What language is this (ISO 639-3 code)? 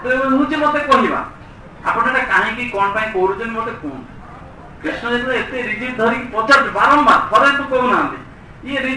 ori